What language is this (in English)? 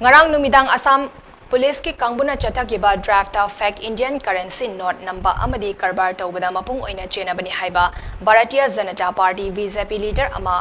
Manipuri